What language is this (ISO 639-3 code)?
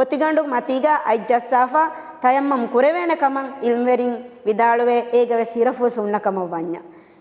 div